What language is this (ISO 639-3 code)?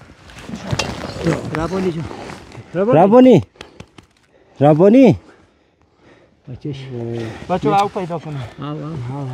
fas